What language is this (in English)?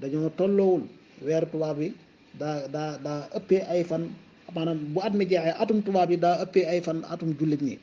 Wolof